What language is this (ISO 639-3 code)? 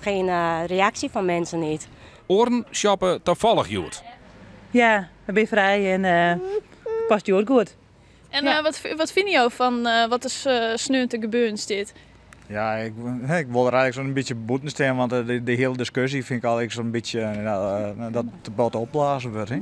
fry